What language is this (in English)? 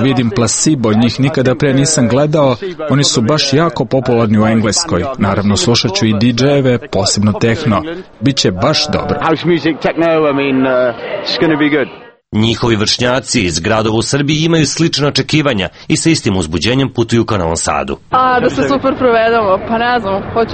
Serbian